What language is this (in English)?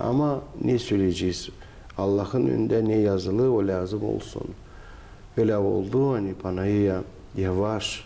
Gagauz